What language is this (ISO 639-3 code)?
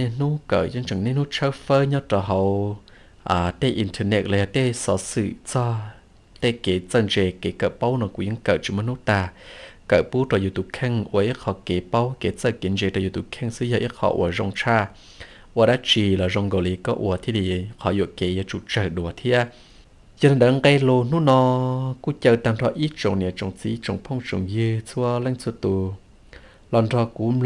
hmn